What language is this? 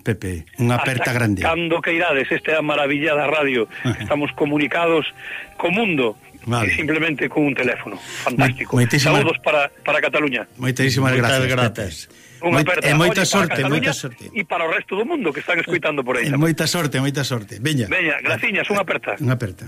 Galician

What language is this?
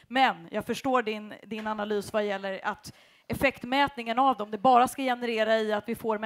Swedish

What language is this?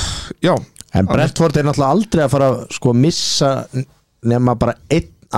Icelandic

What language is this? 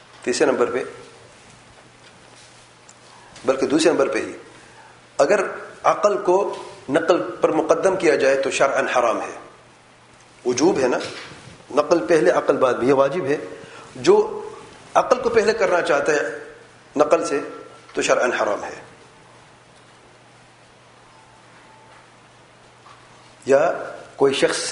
Urdu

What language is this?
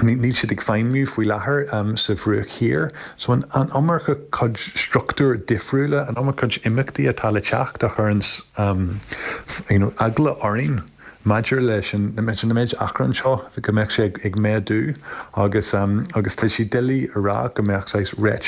Irish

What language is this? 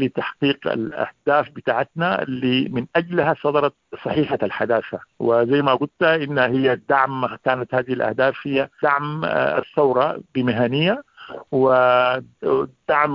Sudanese Arabic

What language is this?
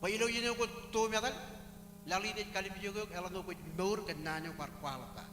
Marshallese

